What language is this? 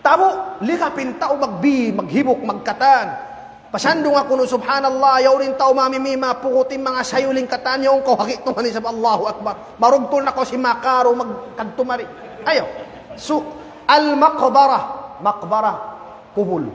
Tausug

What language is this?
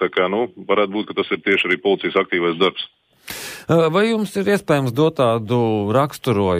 Latvian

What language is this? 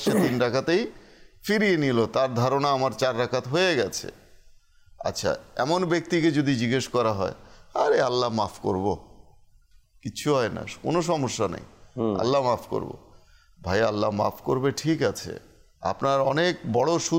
Bangla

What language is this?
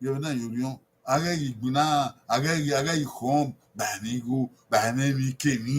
Bini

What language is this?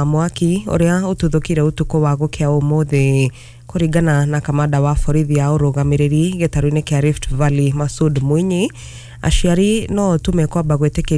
Kikuyu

